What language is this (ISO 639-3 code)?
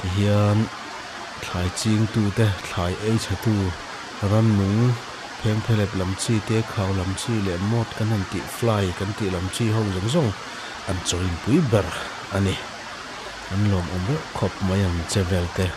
lus